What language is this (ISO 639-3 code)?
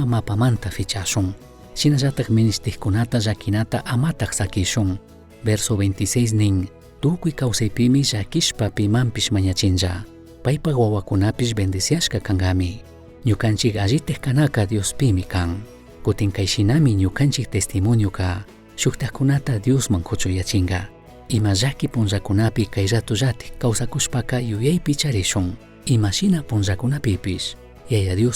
qug